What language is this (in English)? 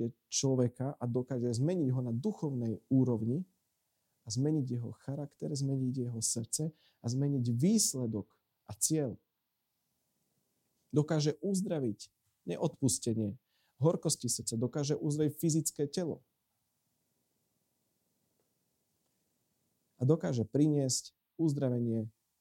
Slovak